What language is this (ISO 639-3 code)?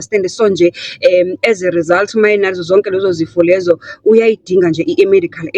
zul